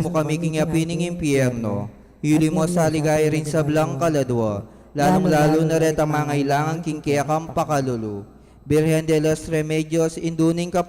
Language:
Pampanga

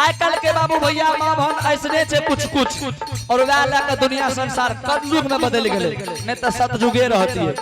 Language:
Angika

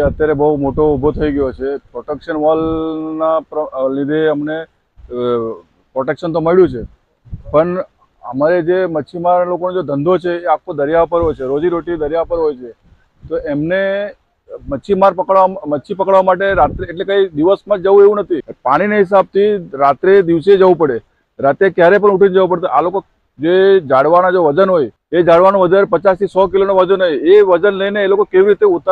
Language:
Gujarati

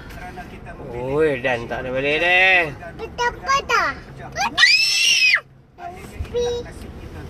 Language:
Malay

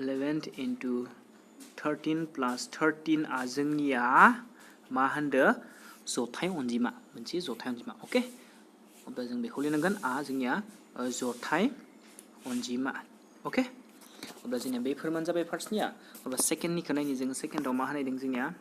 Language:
Bodo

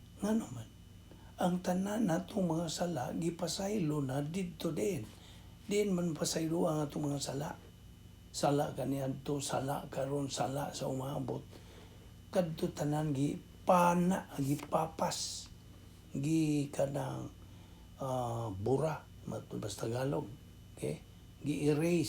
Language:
Cebuano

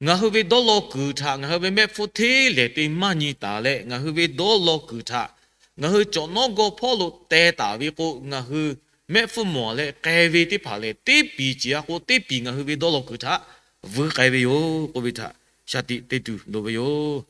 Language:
Lahu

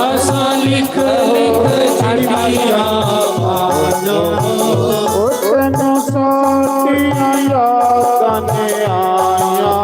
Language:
Dogri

